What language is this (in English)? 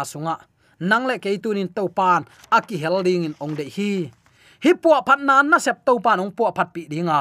Tedim Chin